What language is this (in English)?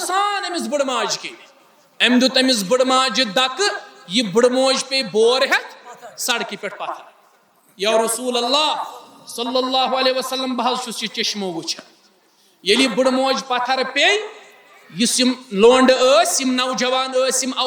Kashmiri